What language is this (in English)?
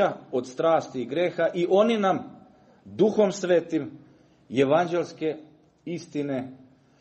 Serbian